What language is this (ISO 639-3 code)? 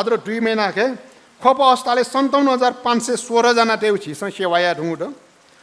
new